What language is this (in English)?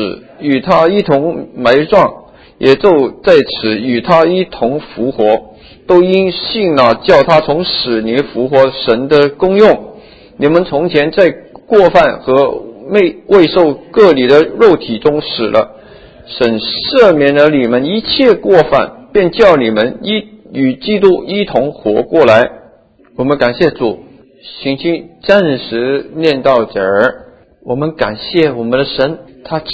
Chinese